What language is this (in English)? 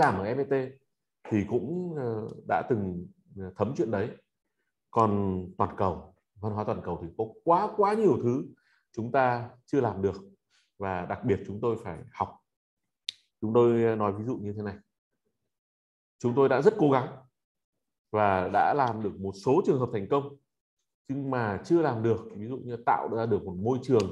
Vietnamese